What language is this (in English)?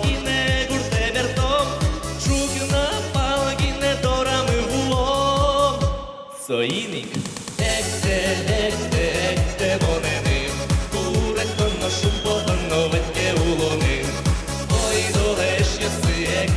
Udmurt